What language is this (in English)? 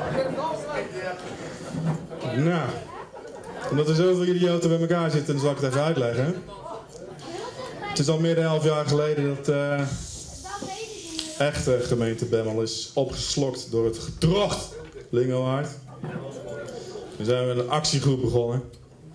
Dutch